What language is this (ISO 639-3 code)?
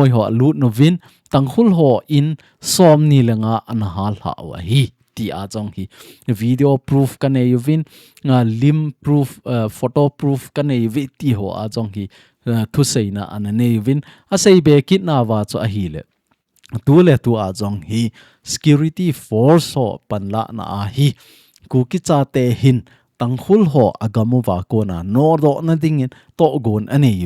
tcz